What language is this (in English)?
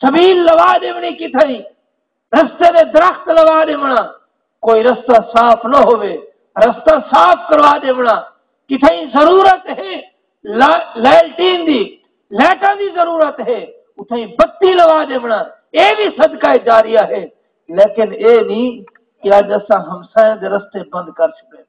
Saraiki